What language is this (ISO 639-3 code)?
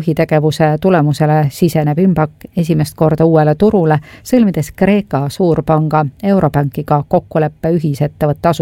est